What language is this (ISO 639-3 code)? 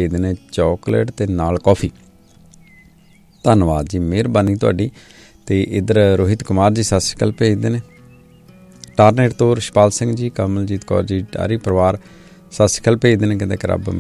pan